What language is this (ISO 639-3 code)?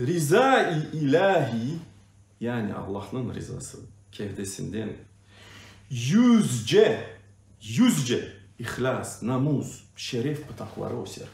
crh